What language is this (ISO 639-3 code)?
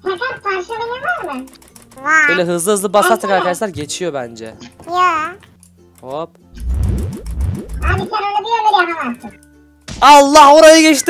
tur